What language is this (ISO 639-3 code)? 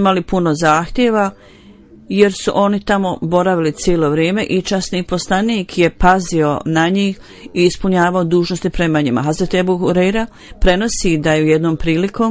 bos